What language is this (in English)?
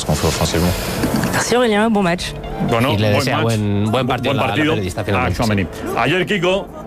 Spanish